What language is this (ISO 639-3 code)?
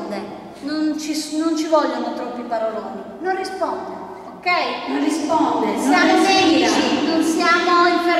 ita